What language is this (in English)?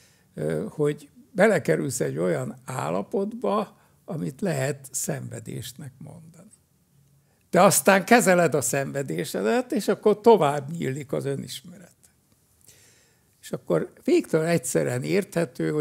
Hungarian